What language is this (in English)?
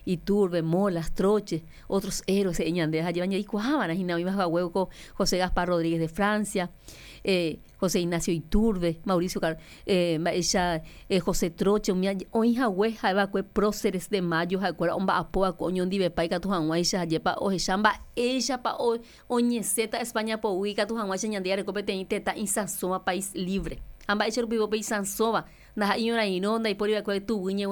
Guarani